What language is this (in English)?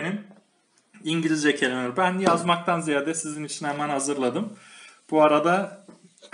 Turkish